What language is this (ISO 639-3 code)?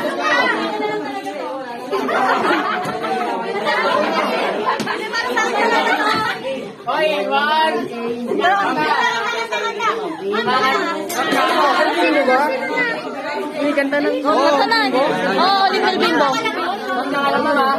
fil